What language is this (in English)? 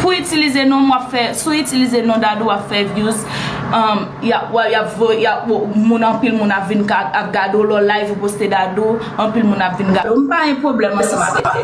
Haitian Creole